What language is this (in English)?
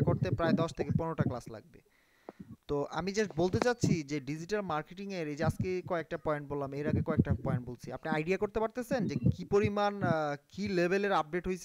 Bangla